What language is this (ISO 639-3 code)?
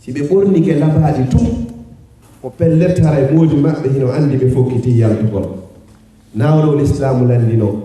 ful